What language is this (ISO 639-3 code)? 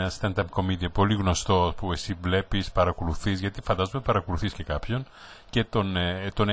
ell